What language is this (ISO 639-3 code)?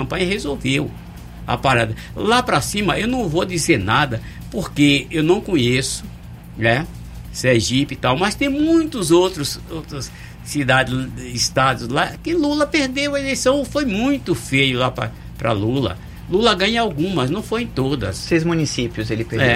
por